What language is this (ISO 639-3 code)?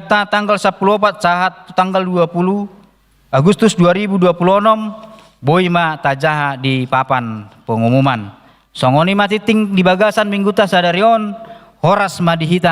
bbc